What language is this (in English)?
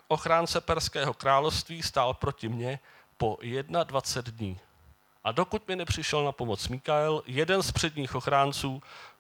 Czech